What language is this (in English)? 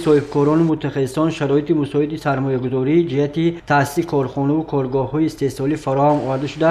Tajik